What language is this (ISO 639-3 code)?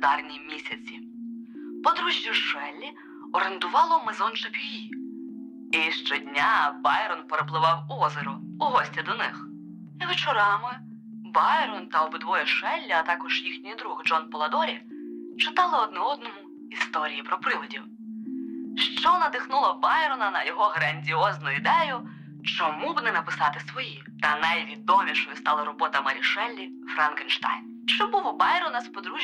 ukr